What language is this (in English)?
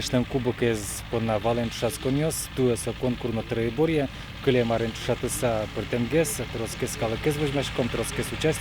Udmurt